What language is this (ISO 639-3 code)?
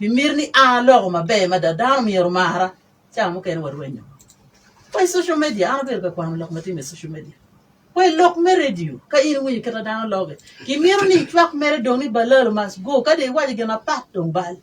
ach